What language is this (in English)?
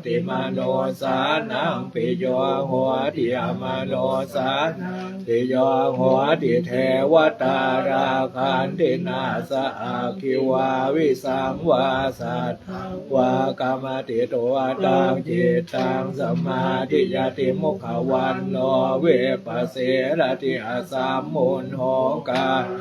Pali